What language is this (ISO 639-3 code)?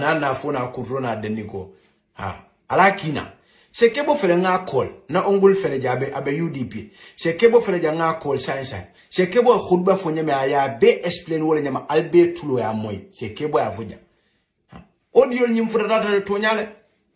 hau